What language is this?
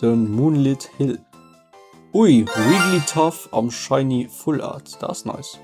Luxembourgish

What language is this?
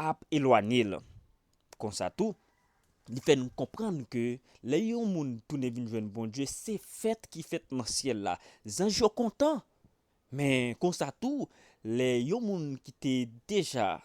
Haitian Creole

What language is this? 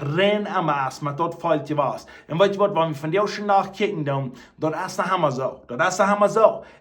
Plautdietsch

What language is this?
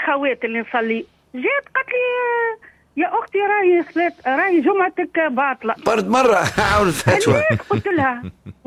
Tunisian Arabic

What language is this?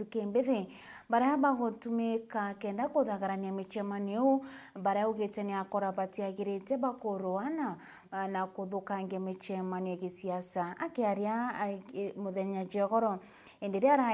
Meru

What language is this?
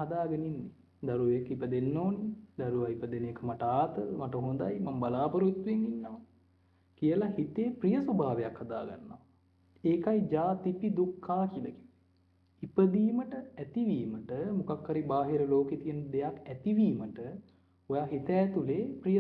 Sinhala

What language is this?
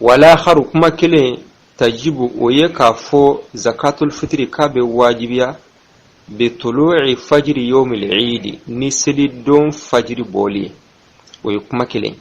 Bambara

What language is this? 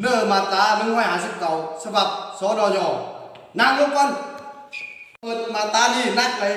Lao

